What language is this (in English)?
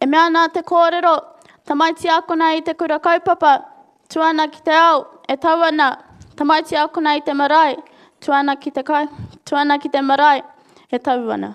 Māori